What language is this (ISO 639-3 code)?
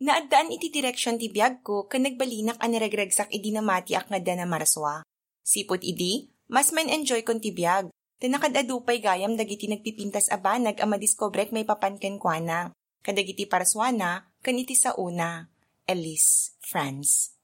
ilo